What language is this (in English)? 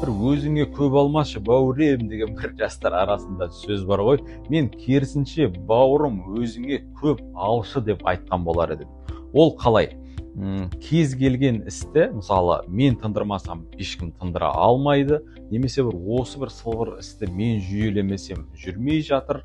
Kazakh